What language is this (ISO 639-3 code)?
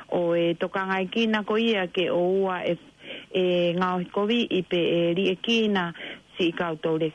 ton